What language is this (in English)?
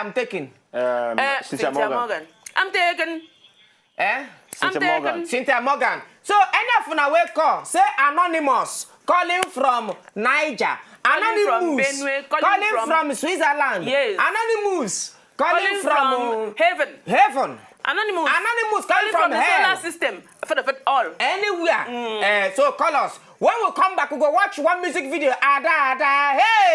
Nigerian Pidgin